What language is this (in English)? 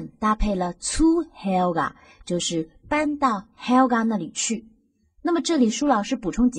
Chinese